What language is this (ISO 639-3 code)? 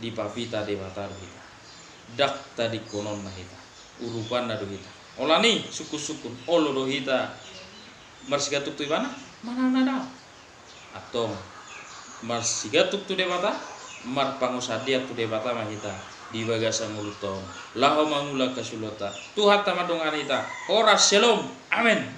bbc